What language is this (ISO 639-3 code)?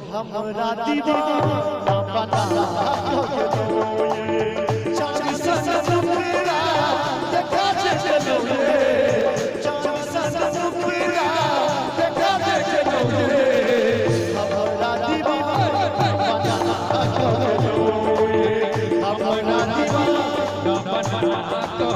mai